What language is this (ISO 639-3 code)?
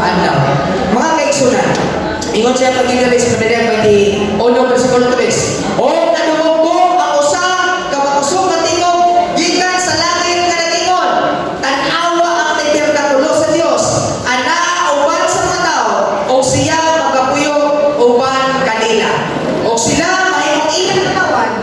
ceb